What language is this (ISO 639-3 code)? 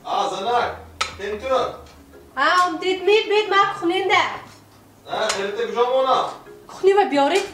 tgk